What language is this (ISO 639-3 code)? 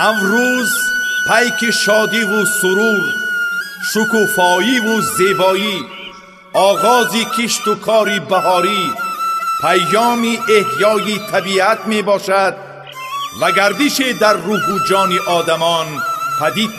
tgk